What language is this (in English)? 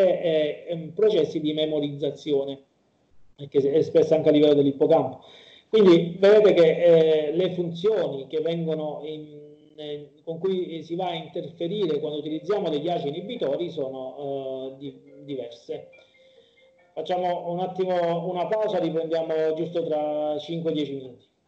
Italian